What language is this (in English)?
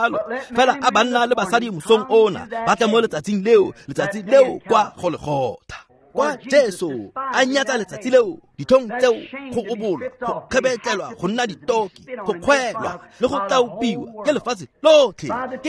Tswana